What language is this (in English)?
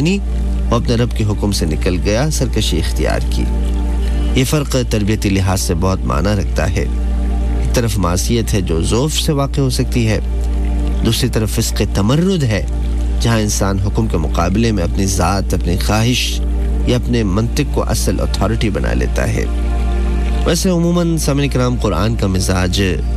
Urdu